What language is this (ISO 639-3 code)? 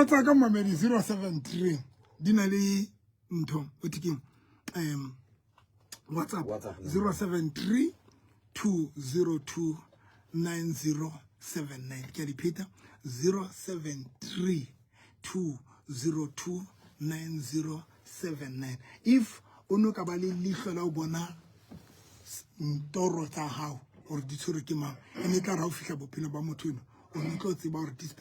sot